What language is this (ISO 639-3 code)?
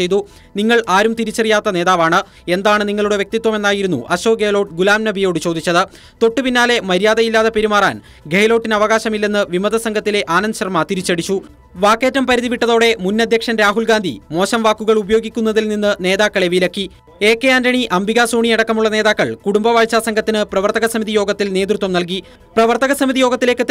mal